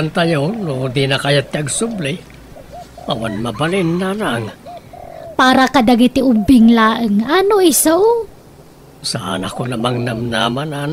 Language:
Iloko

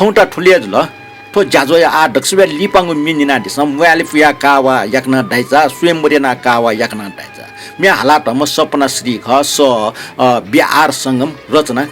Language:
Newari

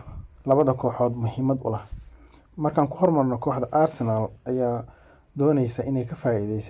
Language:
Somali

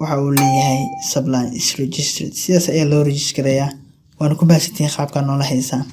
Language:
Somali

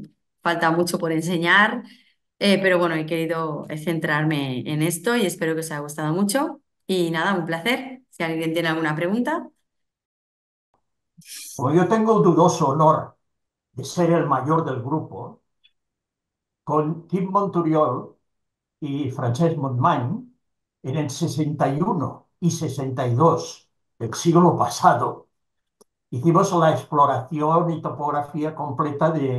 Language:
Spanish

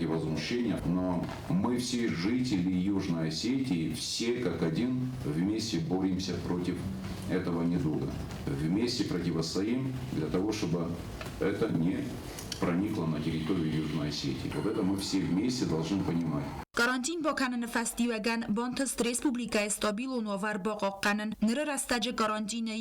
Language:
Ossetic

